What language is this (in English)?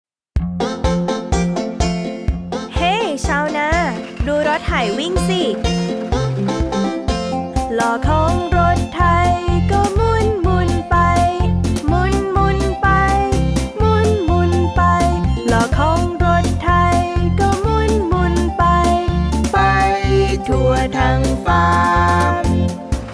Thai